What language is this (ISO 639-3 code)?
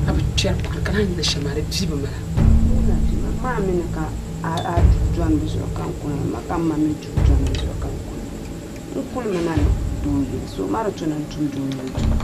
dag